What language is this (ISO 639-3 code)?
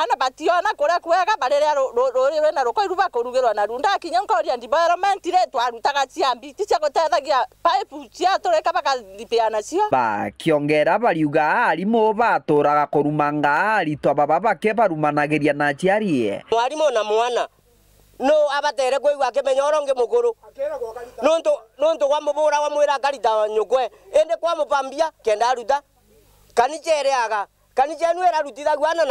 mer